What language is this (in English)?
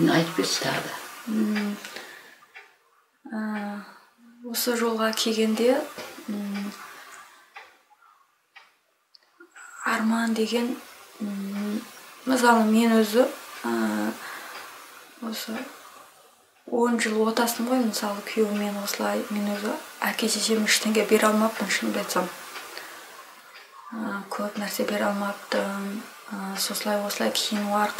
Kazakh